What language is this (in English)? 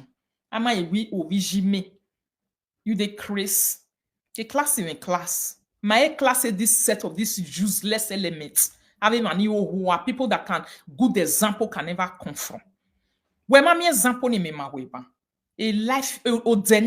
Nigerian Pidgin